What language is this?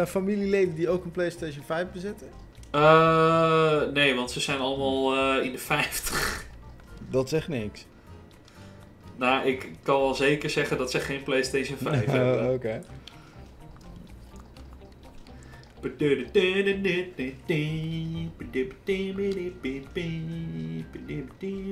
Dutch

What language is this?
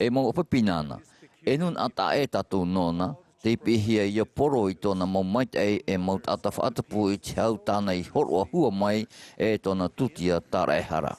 Tahitian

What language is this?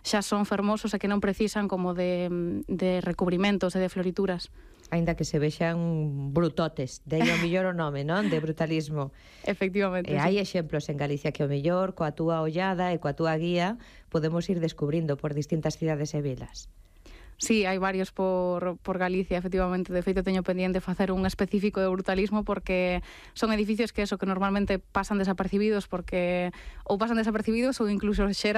Galician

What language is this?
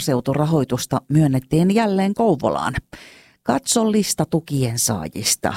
Finnish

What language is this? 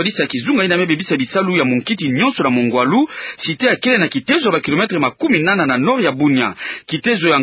Kituba (Democratic Republic of Congo)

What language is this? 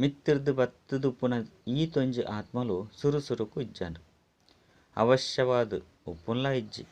Tulu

